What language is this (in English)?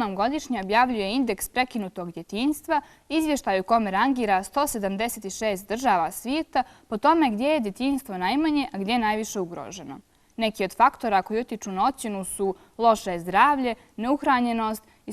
Bosnian